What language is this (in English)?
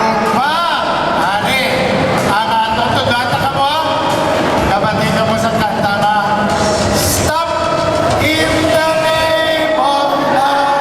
Hiligaynon